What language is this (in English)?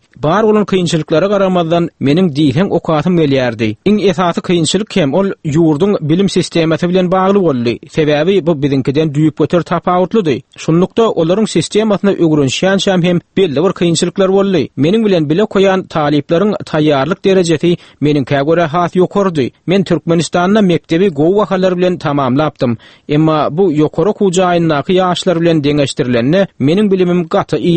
Turkmen